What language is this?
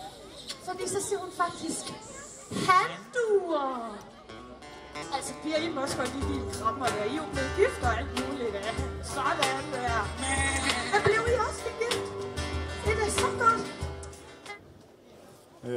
Danish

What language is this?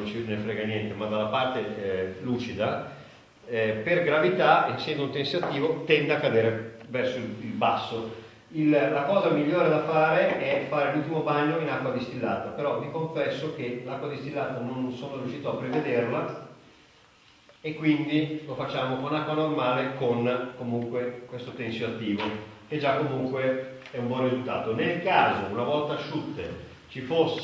Italian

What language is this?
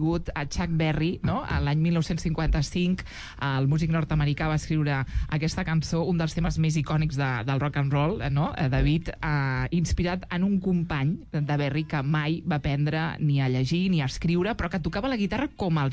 Catalan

